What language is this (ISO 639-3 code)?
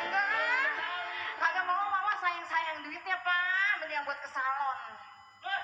bew